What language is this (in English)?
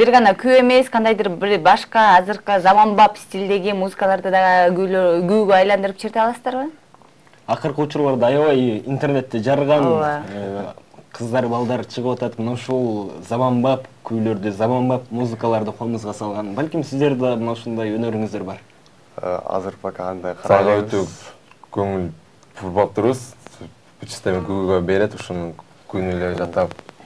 Kyrgyz